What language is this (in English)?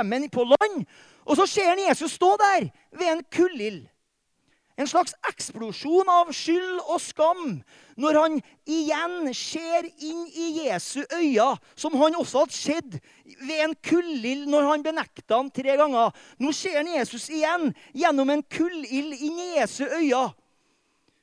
Norwegian